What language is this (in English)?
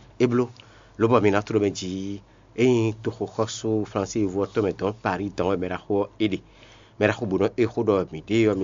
Fon